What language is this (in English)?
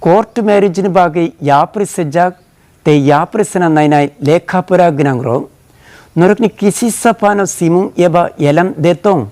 Kok Borok